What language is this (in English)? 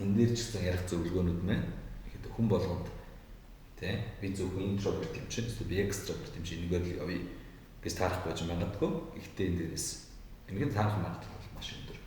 Mongolian